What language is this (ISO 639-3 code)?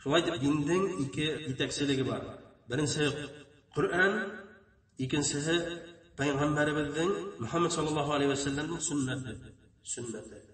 bak